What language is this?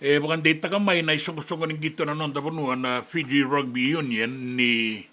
Fijian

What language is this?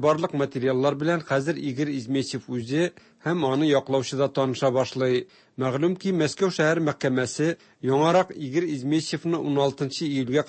Tatar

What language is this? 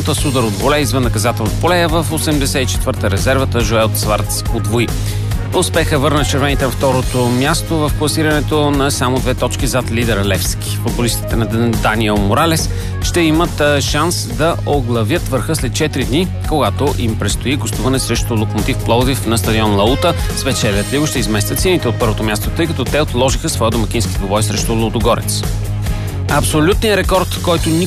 Bulgarian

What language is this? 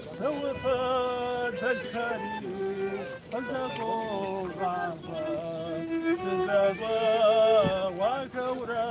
Kabardian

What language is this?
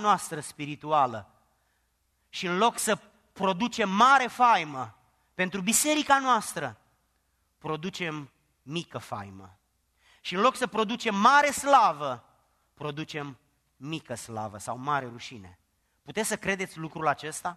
Romanian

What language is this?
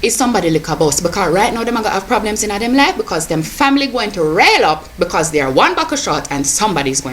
Jamaican Creole English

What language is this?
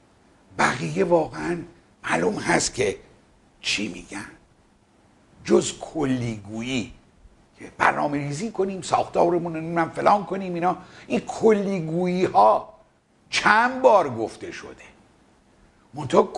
Persian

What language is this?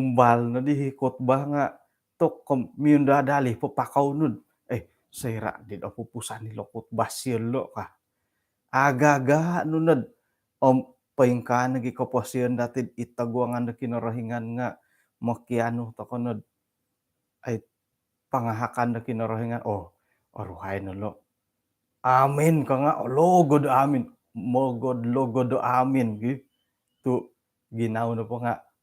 Central Dusun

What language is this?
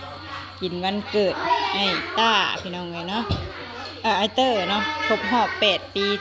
Lao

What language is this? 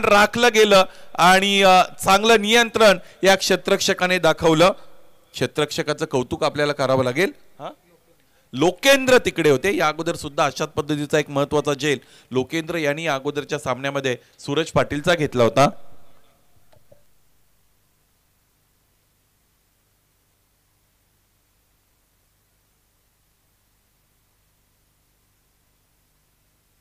Marathi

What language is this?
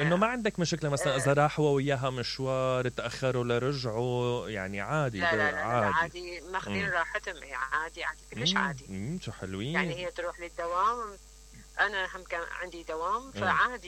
Mesopotamian Arabic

